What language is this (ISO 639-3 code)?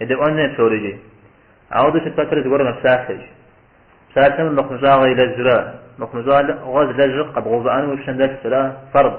kbd